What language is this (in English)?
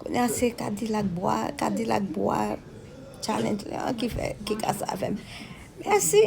Haitian Creole